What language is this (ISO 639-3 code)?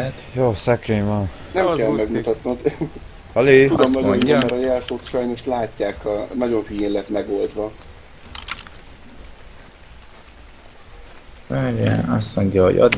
hun